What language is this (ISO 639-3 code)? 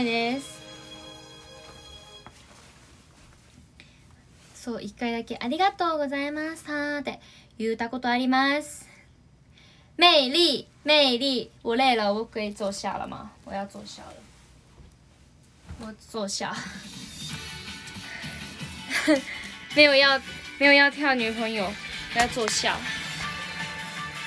zho